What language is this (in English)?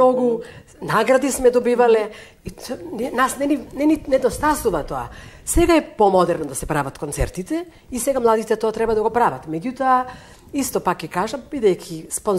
Macedonian